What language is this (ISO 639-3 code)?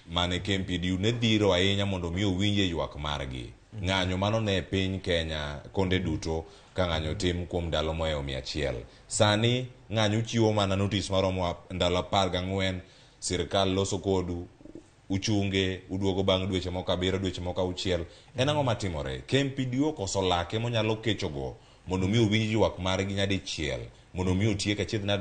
luo